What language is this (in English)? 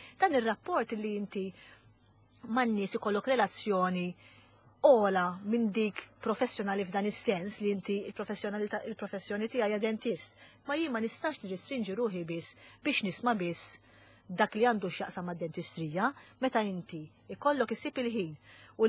Maltese